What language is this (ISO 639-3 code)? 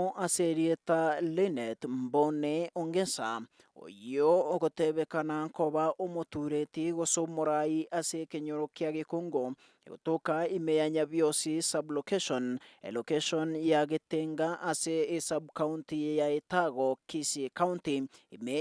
guz